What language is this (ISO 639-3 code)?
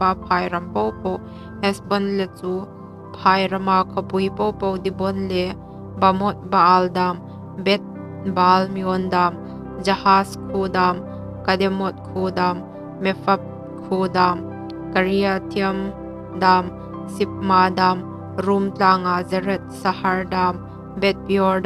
hmr